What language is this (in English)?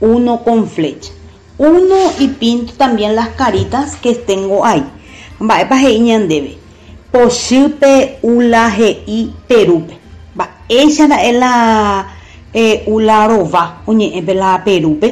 Guarani